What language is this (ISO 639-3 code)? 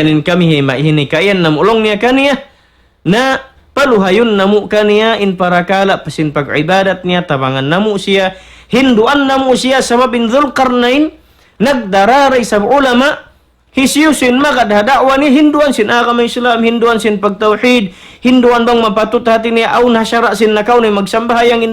tsg